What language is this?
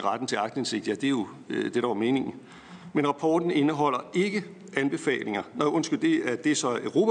Danish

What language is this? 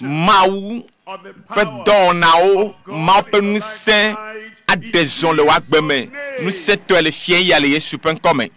Ewe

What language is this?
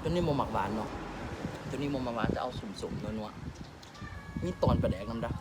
Lao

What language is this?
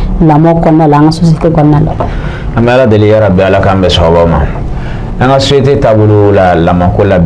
Bambara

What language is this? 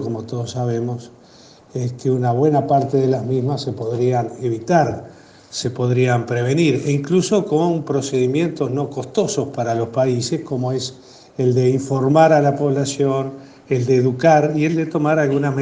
Spanish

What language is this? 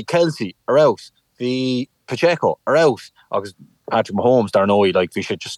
Irish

